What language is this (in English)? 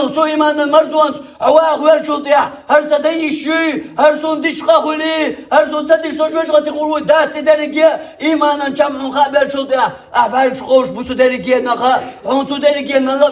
Chechen